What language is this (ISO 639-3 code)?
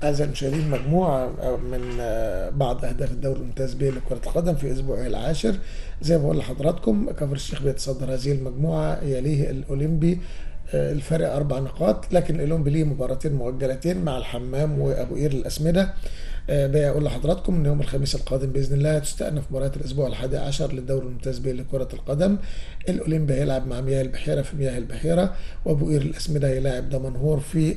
arz